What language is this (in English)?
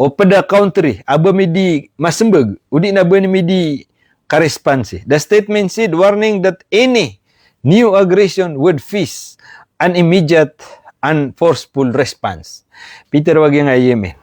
Maranao